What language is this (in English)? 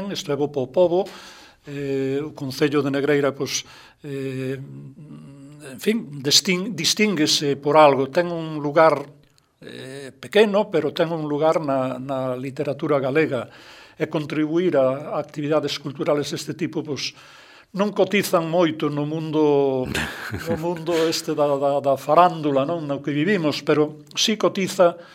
Galician